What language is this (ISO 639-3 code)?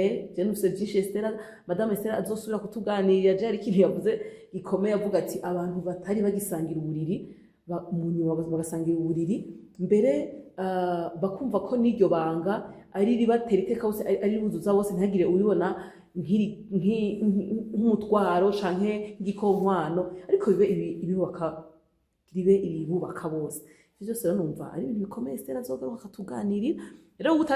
run